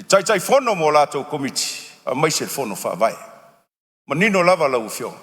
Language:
Samoan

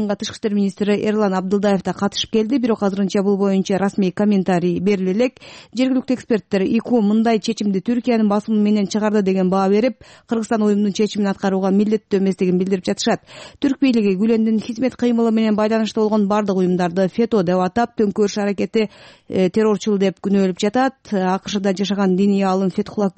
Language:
Kyrgyz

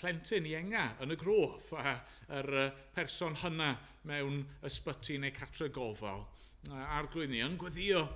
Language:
Welsh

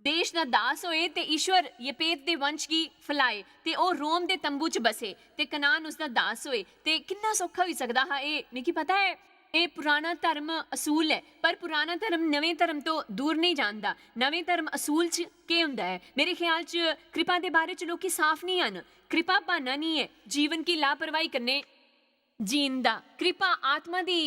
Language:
Dogri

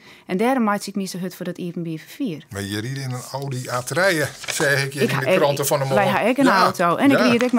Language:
Western Frisian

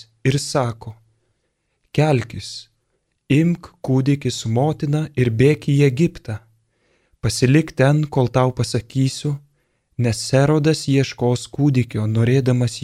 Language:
Lithuanian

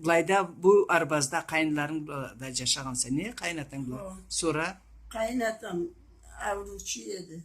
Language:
Karachay-Balkar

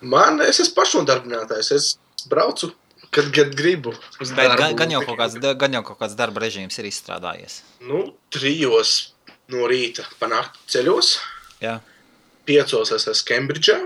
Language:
Latvian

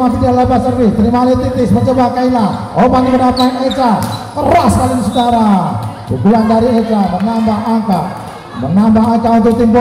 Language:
Indonesian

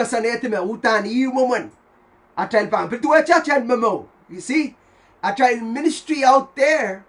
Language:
Pohnpeian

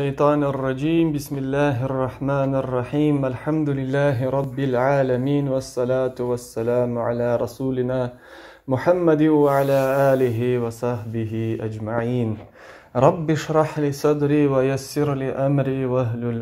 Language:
Crimean Tatar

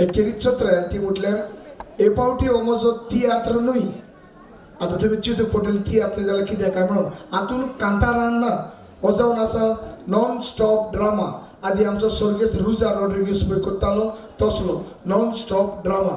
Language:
Konkani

